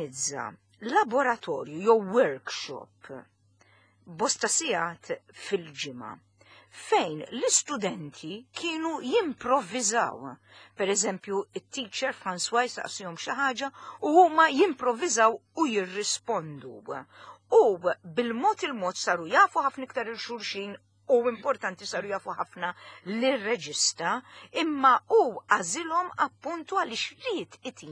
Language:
Maltese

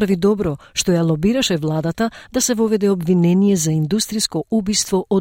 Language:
Macedonian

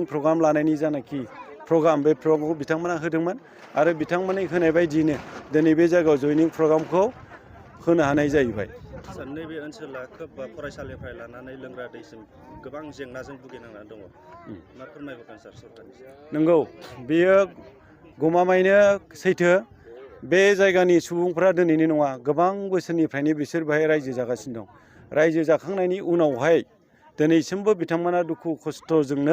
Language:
Bodo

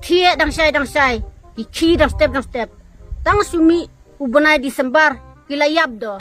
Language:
Khasi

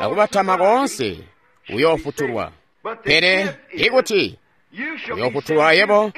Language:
Tonga (Zambia)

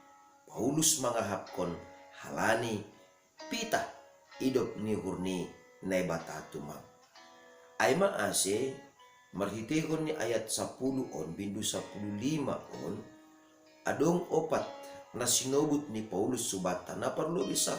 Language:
Batak Simalungun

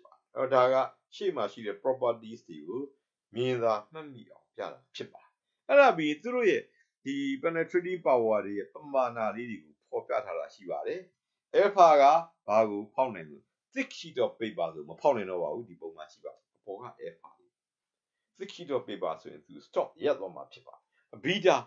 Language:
Burmese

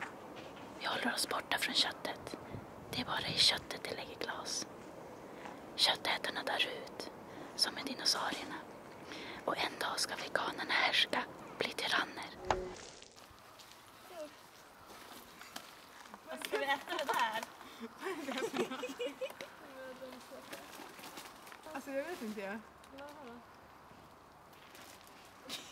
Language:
Swedish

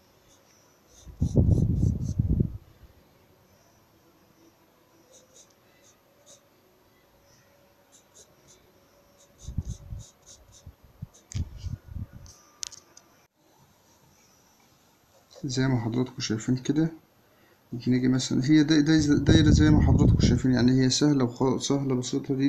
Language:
Egyptian Arabic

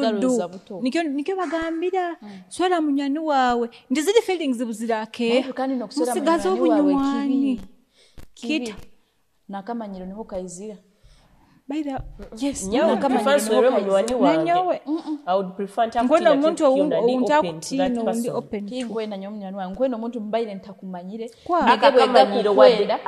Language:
Nyoro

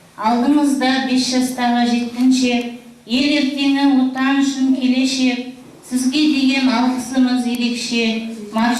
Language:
Kazakh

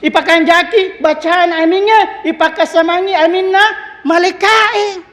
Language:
Buginese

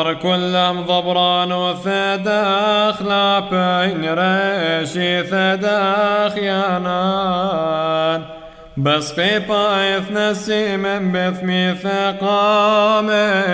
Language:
Classical Syriac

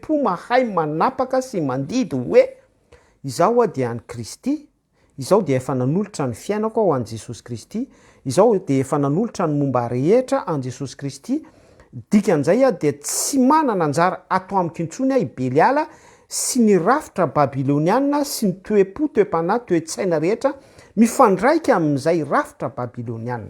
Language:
Malagasy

